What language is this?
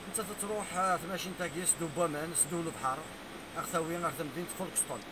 Kabyle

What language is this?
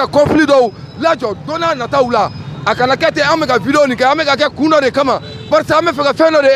Bambara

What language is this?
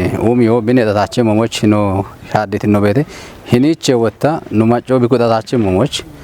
Kafa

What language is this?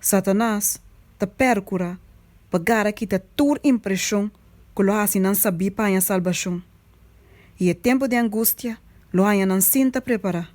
Papiamento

